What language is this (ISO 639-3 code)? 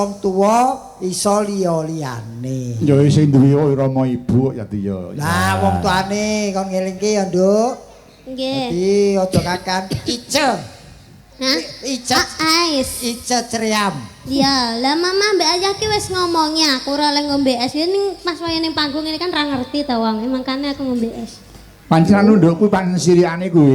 jav